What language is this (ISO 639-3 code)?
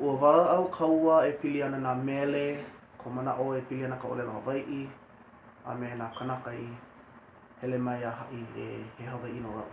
haw